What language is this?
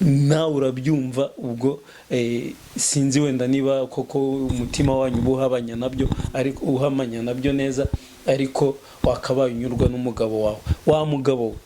Kinyarwanda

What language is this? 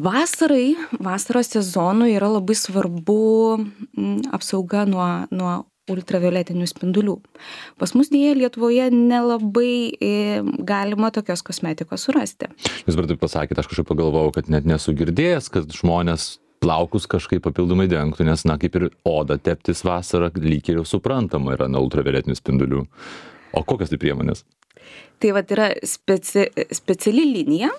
Lithuanian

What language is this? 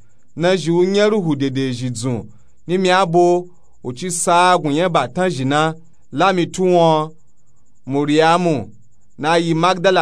Nupe-Nupe-Tako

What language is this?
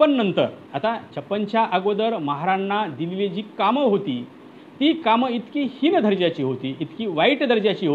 Marathi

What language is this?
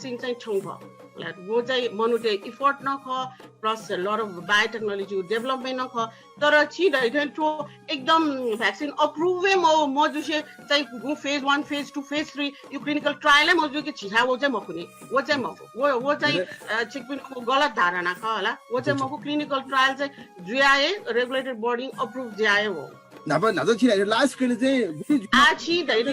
Newari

